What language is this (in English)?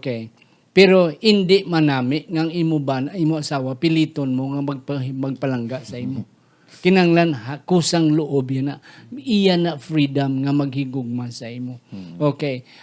Hiligaynon